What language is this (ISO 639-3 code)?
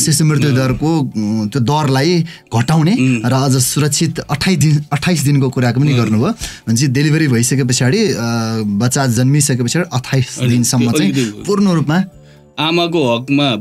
nep